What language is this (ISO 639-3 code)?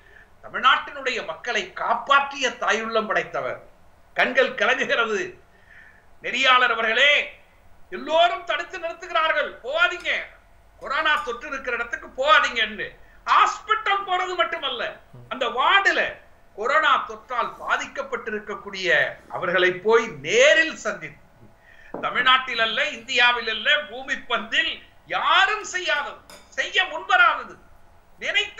tam